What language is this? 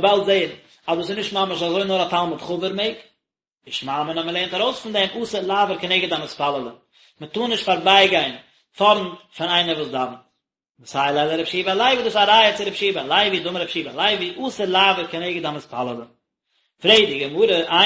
Yiddish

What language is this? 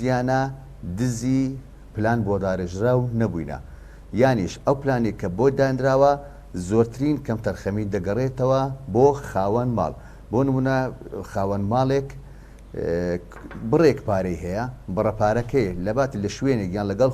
Central Kurdish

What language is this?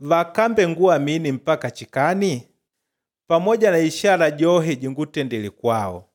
Makonde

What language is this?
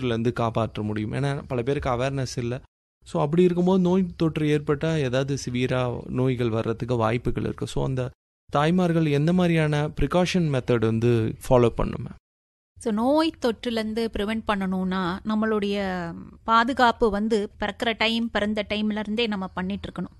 Tamil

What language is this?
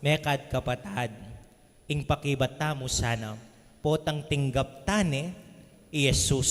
Pampanga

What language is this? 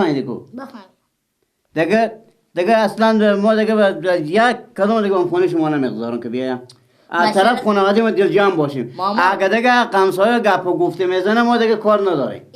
Persian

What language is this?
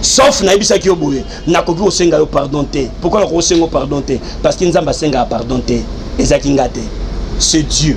Lingala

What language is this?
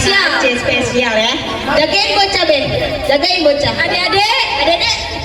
Betawi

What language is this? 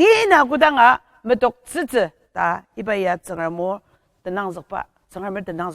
Ao Naga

